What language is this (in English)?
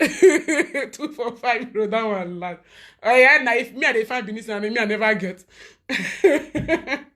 Nigerian Pidgin